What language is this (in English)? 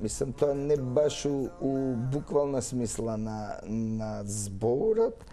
Macedonian